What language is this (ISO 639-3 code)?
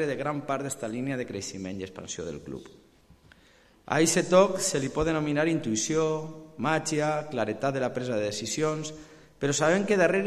cat